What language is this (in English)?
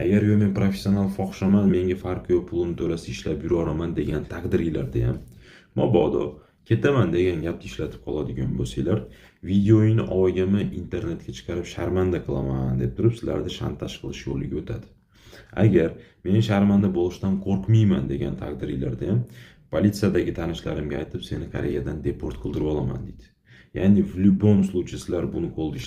Uzbek